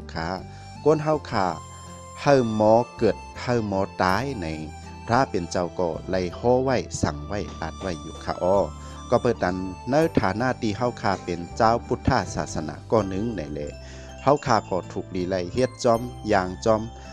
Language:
Shan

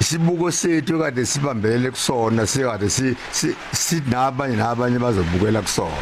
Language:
Zulu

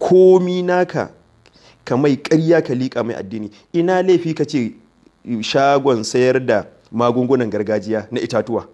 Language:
Hausa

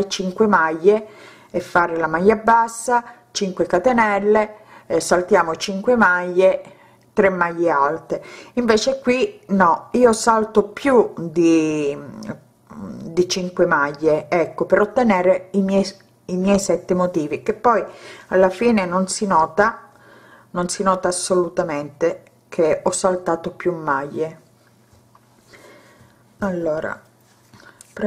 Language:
Italian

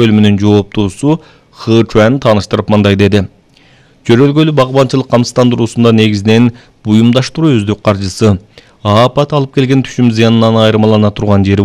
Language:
Kyrgyz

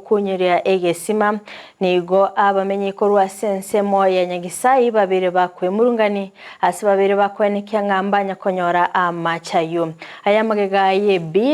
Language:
Gusii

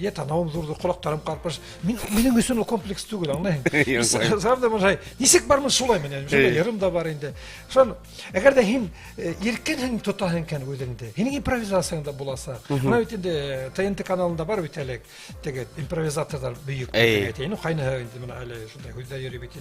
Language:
Bashkir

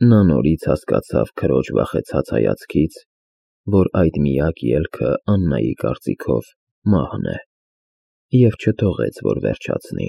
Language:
Armenian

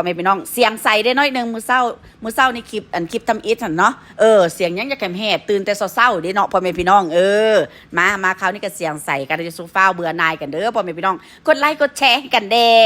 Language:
Northeastern Thai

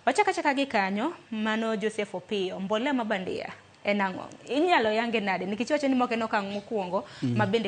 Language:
Luo (Kenya and Tanzania)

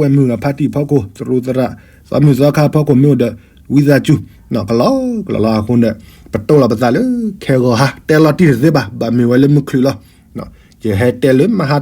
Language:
S'gaw Karen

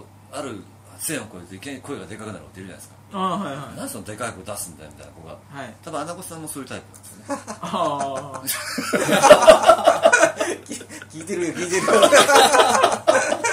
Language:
Japanese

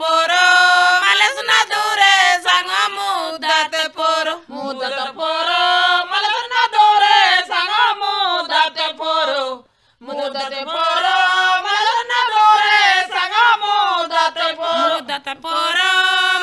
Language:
Gondi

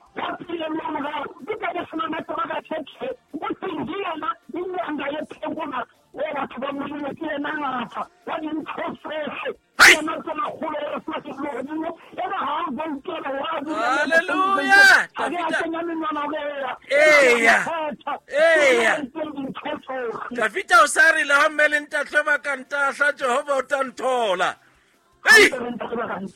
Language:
Southern Sotho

